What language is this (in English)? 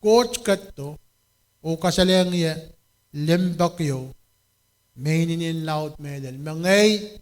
Pohnpeian